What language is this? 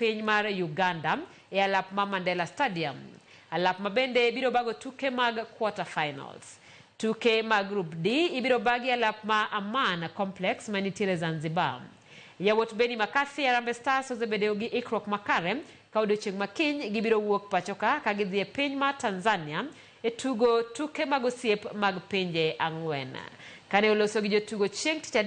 Luo (Kenya and Tanzania)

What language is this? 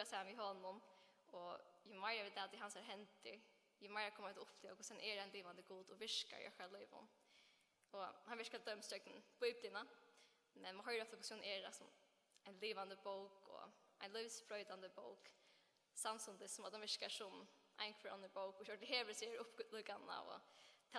Faroese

